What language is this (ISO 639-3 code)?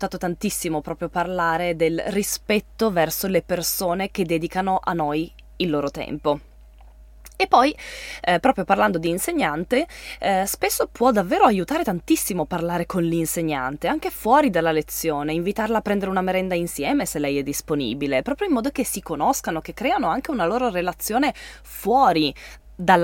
ita